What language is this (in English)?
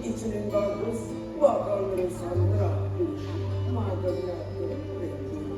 Balinese